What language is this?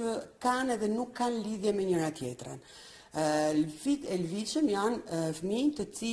Albanian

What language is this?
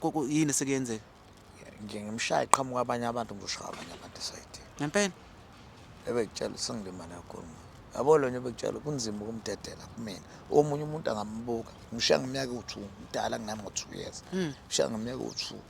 Zulu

